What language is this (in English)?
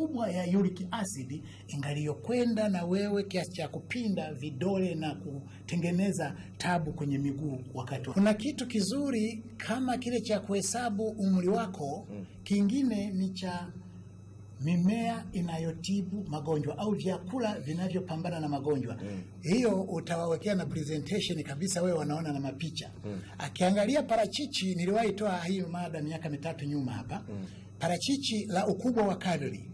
Swahili